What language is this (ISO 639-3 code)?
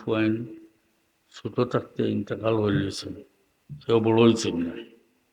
syl